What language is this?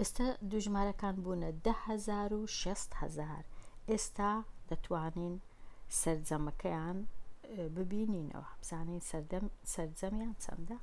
Central Kurdish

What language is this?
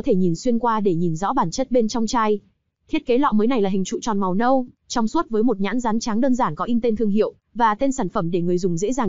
Vietnamese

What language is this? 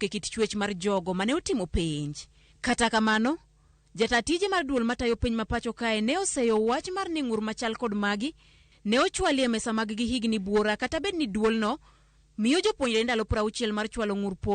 Luo (Kenya and Tanzania)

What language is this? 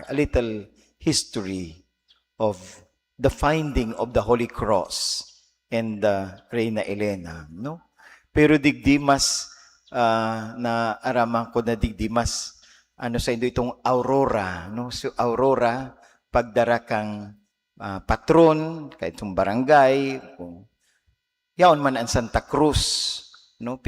Bikol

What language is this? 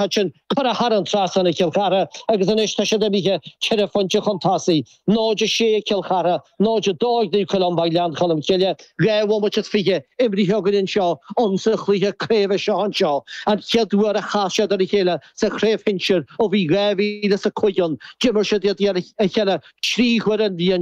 Irish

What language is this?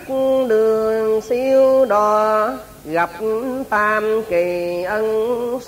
Vietnamese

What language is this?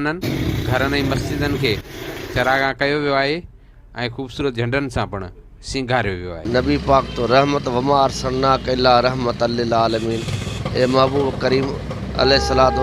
Sindhi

